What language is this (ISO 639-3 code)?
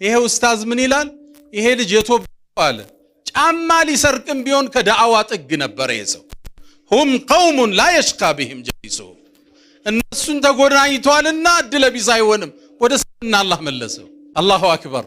amh